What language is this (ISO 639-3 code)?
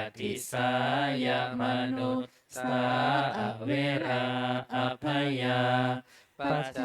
pli